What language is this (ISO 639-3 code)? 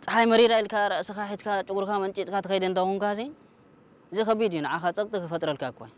tir